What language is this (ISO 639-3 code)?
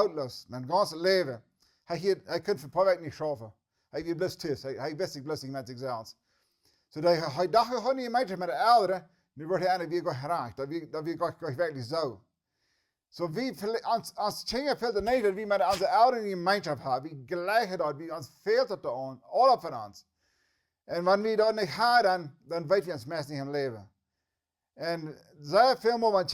pdt